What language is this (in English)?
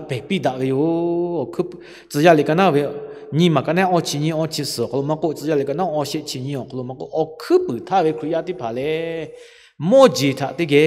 Lahu